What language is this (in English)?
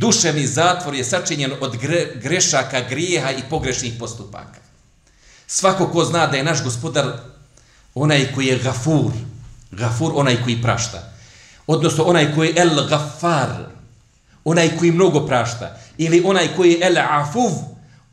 Bosnian